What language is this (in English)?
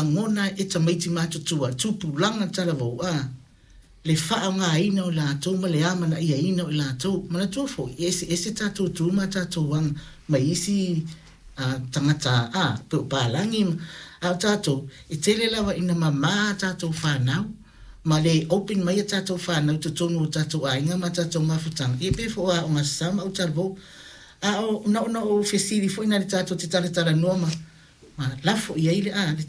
Samoan